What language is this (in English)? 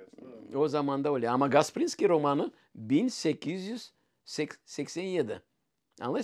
Crimean Tatar